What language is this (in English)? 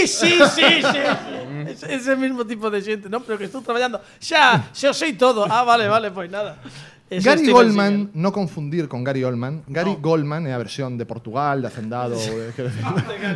Galician